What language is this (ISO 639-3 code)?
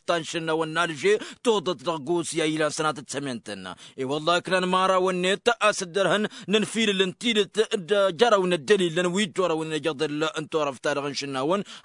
taq